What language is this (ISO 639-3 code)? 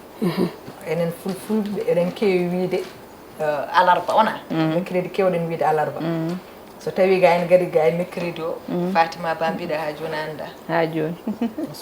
ful